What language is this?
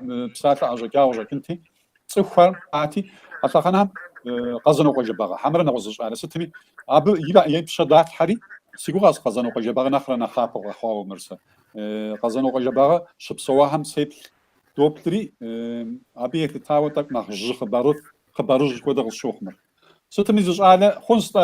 Kabardian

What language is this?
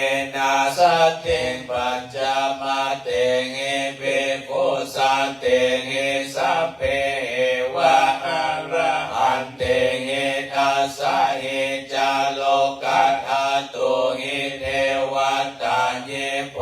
Pali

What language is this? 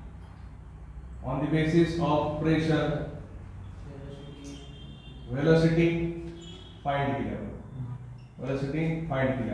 Marathi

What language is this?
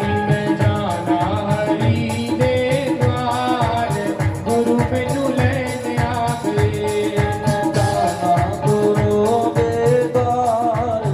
Dogri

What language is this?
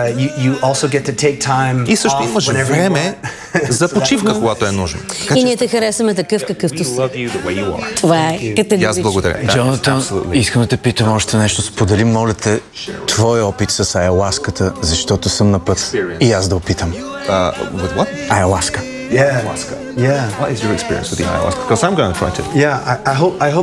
Bulgarian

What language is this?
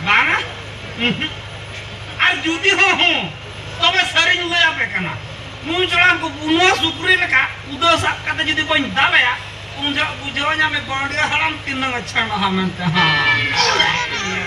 Santali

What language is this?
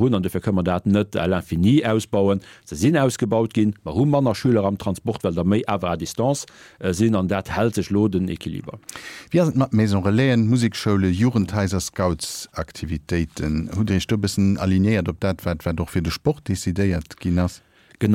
Luxembourgish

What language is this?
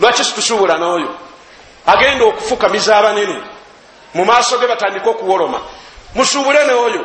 Ganda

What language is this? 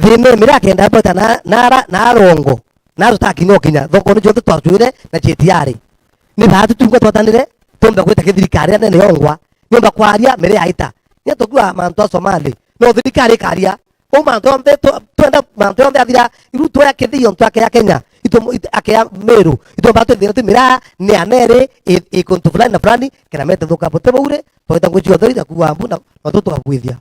Meru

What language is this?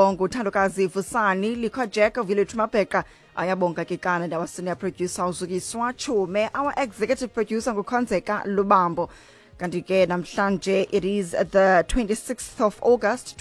Xhosa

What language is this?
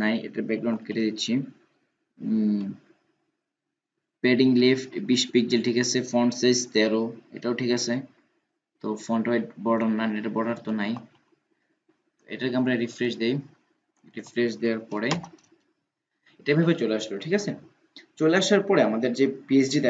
Bangla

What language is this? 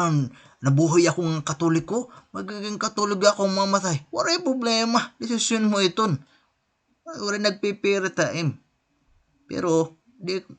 Waray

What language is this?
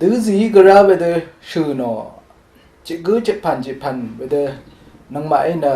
Rawang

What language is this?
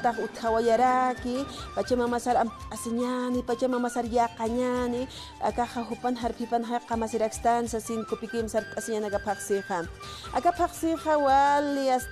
Aymara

